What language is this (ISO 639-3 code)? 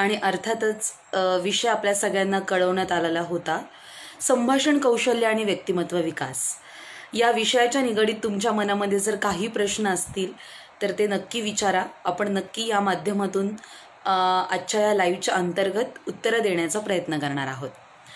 mar